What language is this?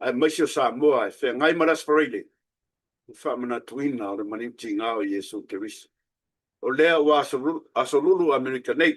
Samoan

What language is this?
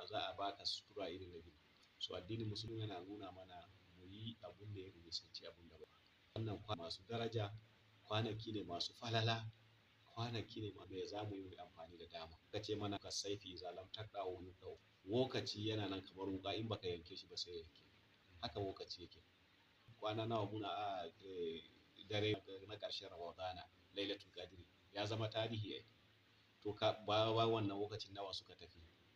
Hausa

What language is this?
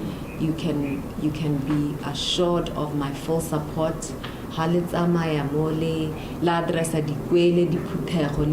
Tswana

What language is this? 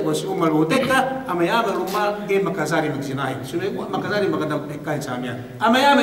Yakan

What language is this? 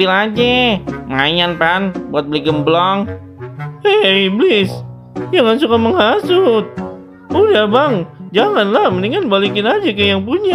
Betawi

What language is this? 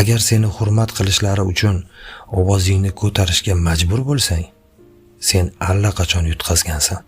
Uzbek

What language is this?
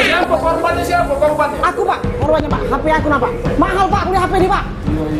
Musi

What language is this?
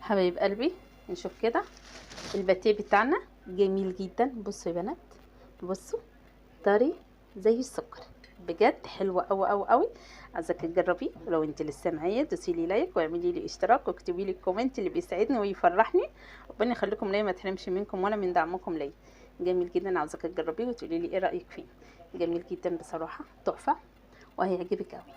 Egyptian Arabic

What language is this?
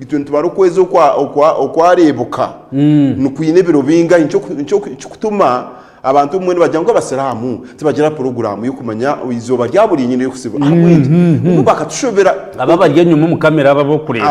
Nyankole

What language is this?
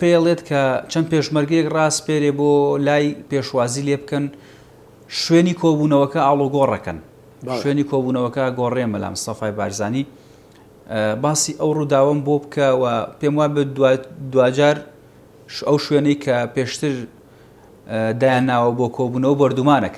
Central Kurdish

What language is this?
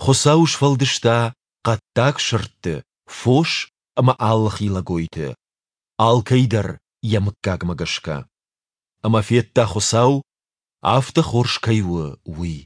Ossetic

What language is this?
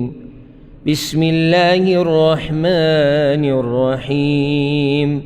Pashto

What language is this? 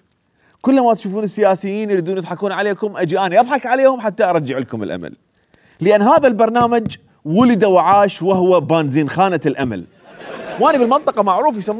Mesopotamian Arabic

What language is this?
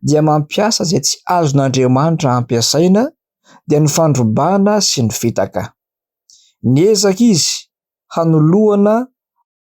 Malagasy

